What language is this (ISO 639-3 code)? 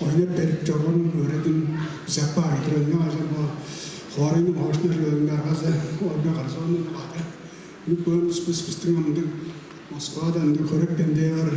tyv